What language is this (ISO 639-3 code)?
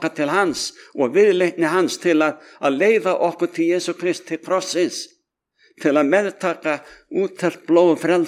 isl